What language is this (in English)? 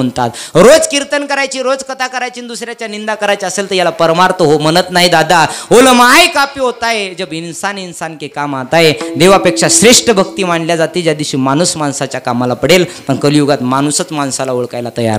Marathi